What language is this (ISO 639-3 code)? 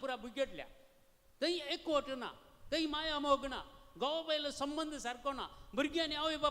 kok